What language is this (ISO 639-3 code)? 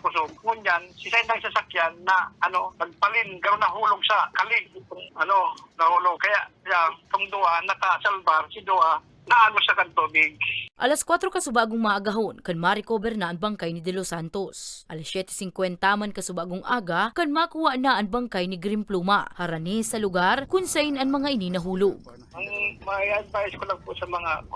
bik